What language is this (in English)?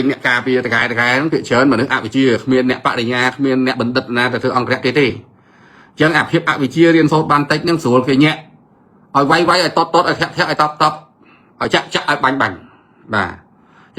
Khmer